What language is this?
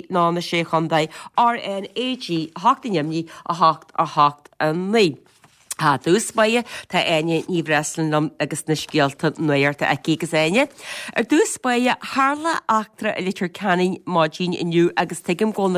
Irish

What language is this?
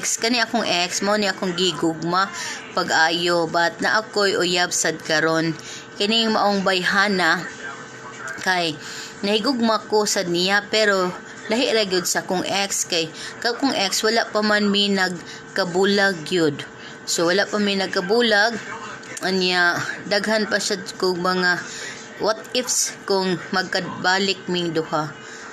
Cebuano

